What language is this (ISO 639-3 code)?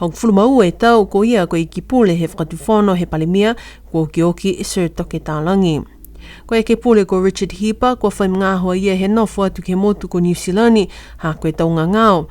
niu